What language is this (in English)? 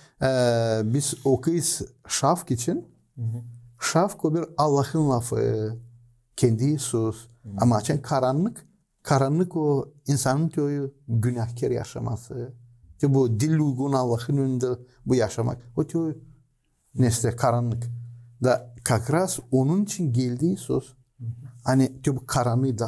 Gagauz